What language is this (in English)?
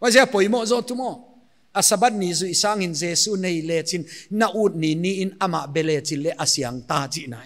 Paite Chin